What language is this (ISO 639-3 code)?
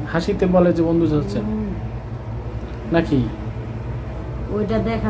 ben